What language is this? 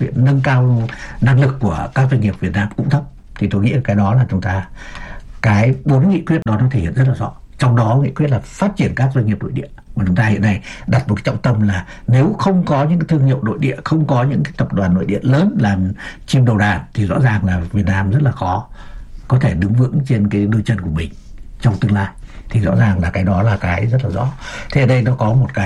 Vietnamese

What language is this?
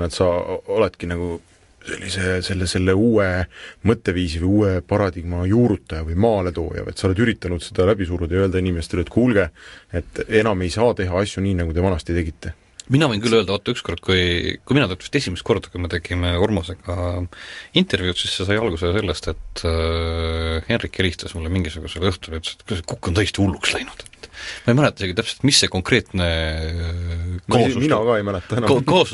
Estonian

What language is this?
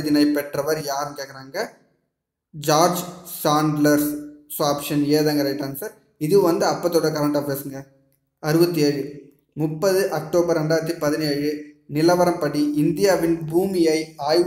Tamil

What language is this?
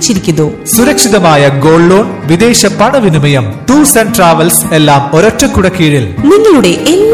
Malayalam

